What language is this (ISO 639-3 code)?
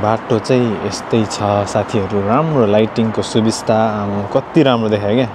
nep